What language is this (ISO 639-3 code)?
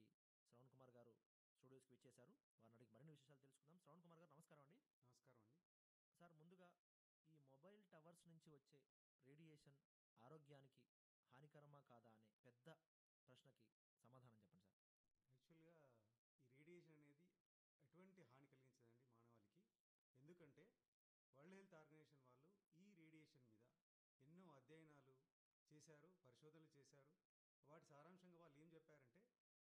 tel